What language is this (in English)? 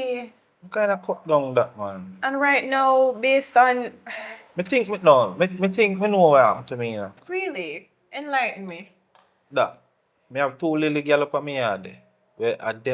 Jamaican Creole English